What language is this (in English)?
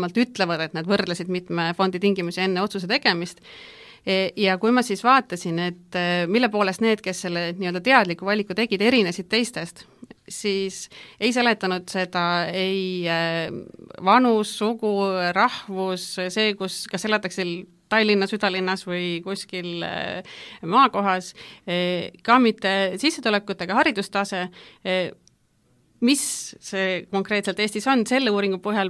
Estonian